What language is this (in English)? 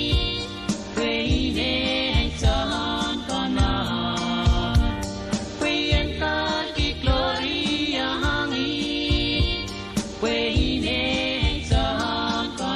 Pohnpeian